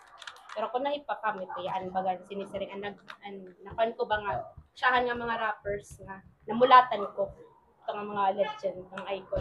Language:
Waray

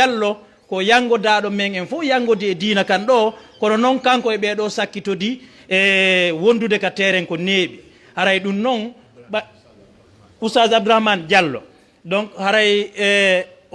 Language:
Fula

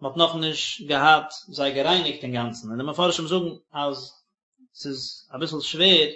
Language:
Yiddish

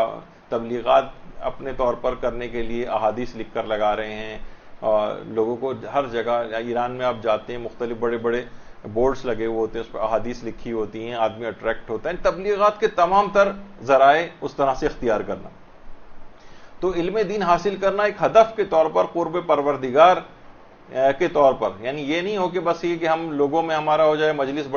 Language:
Urdu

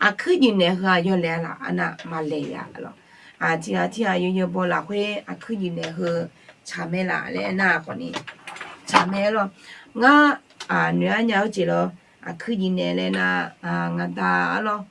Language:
Akha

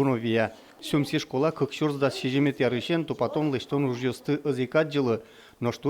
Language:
Udmurt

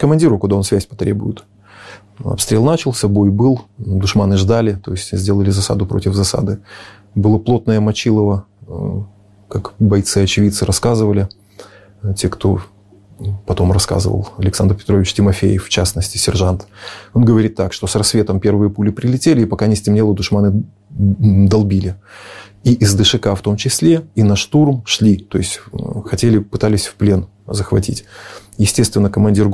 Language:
Russian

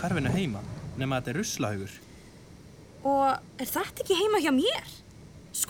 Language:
Icelandic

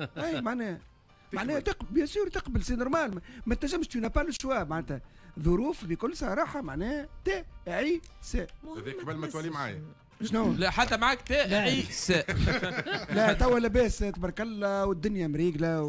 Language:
Tunisian Arabic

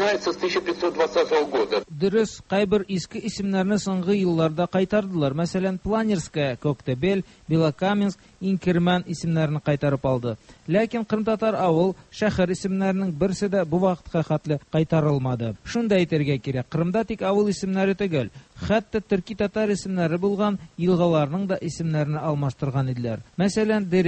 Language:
Tatar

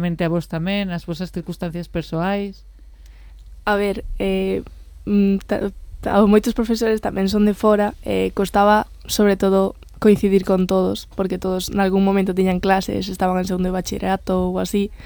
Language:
Galician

